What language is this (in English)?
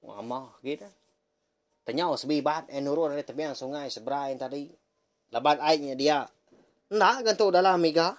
Iban